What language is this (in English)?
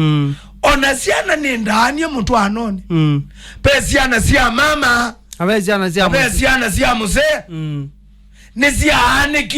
Kamba